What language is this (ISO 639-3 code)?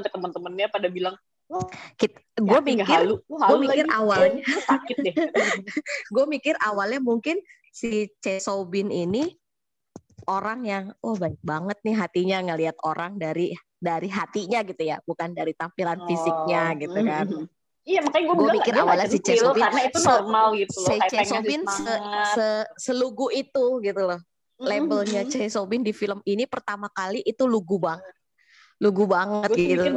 ind